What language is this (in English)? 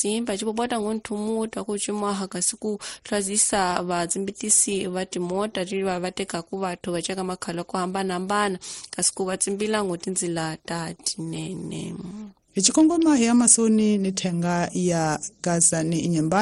Tsonga